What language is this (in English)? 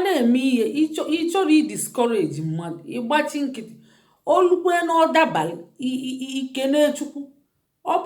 Igbo